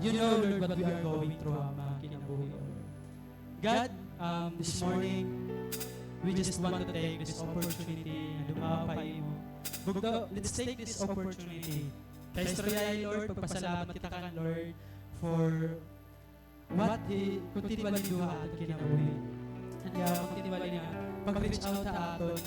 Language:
Waray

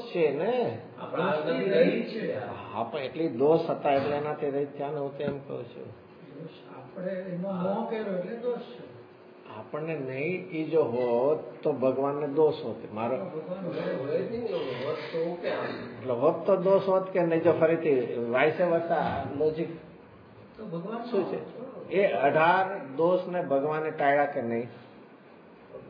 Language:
Gujarati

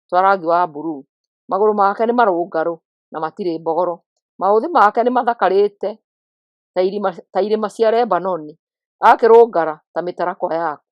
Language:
Kikuyu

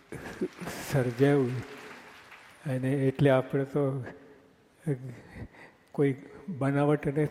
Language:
Gujarati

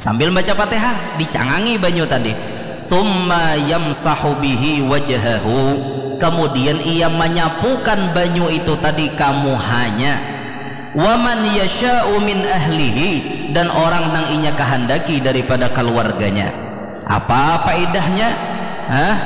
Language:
Banjar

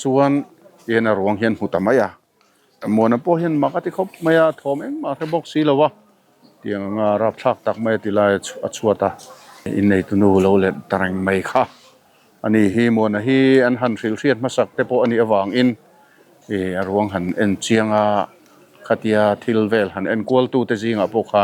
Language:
Mizo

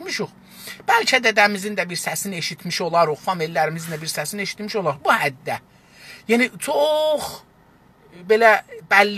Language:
South Azerbaijani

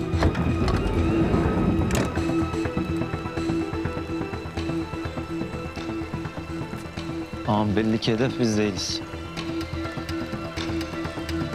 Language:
Turkish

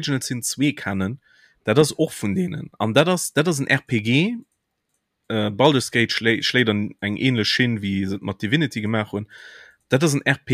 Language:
Luxembourgish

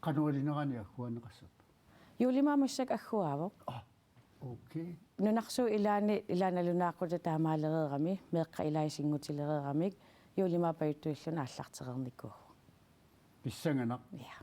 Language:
Kalaallisut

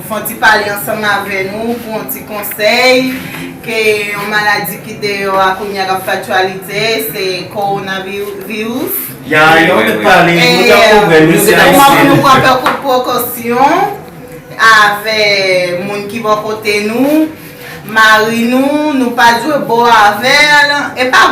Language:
Haitian Creole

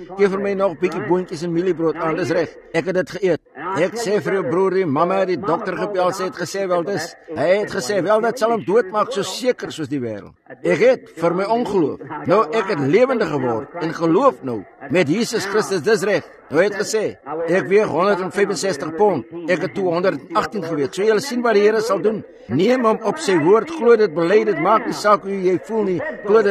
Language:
Afrikaans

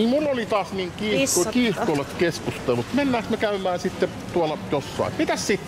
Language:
Finnish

